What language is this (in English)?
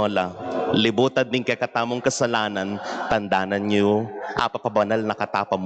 Pampanga